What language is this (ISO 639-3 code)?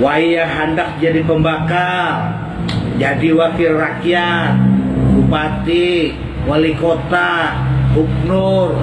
bjn